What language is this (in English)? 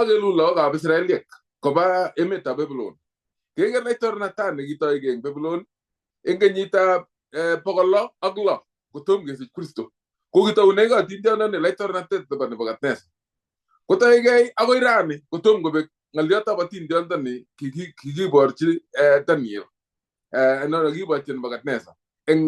Kalenjin